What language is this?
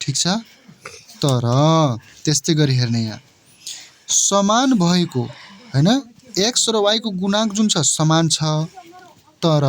Nepali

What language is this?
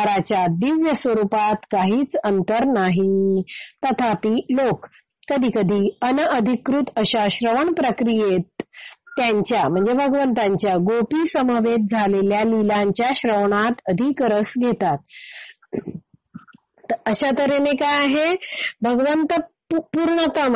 Marathi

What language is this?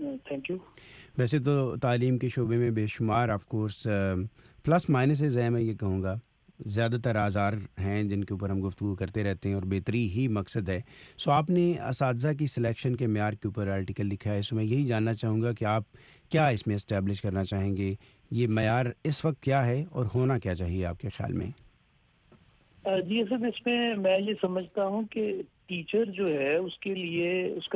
Urdu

